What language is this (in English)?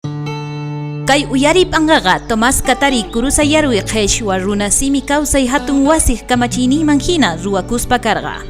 South Bolivian Quechua